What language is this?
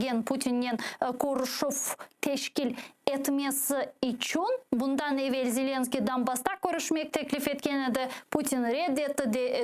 Crimean Tatar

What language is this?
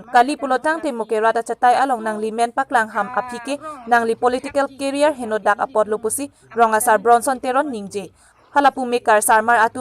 Karbi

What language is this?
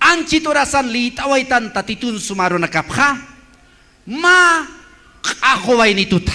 Aymara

